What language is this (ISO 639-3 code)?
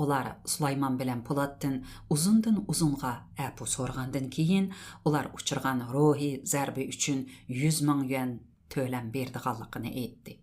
uig